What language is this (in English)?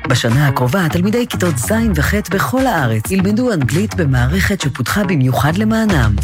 Hebrew